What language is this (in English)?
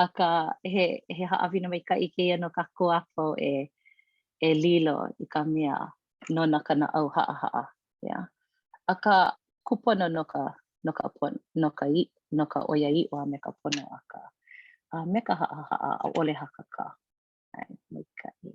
Hawaiian